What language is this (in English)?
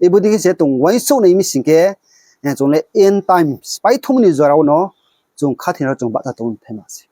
Riang (India)